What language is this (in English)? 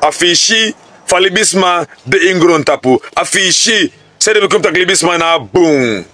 Sranan Tongo